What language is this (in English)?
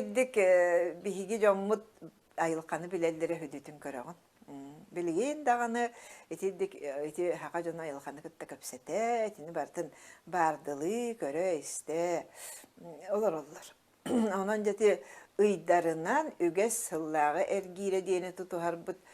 Yakut